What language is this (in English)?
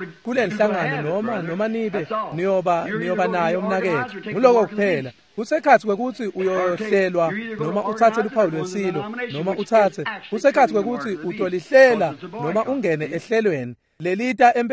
Swati